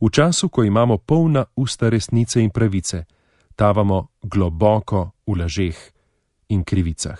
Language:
Slovenian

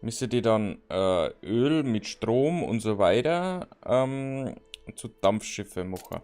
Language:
Bavarian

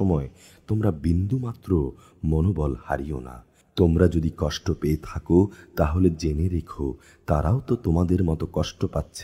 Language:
Bangla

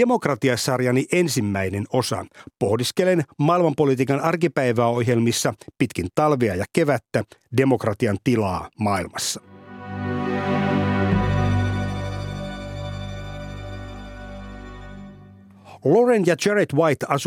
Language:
Finnish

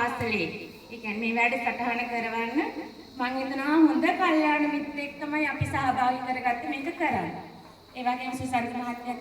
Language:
Sinhala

